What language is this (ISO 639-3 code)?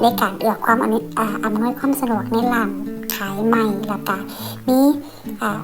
lao